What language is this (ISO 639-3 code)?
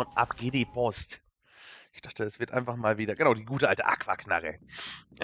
deu